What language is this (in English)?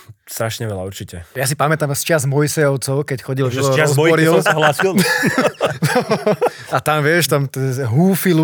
Slovak